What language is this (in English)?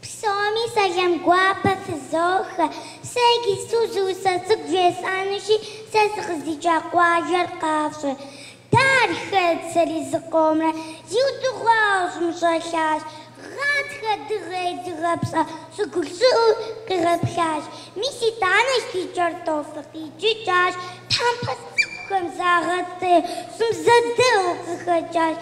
Kabardian